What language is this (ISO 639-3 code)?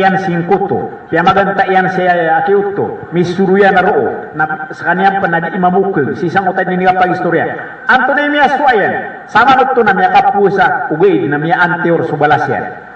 mrw